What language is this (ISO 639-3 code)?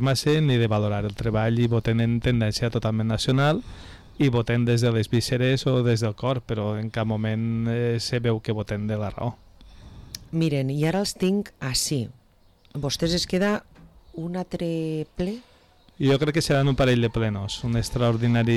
cat